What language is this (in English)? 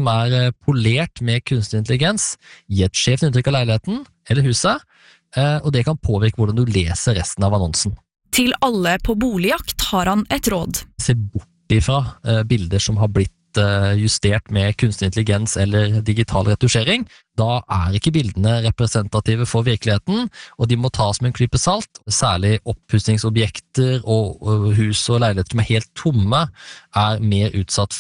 Norwegian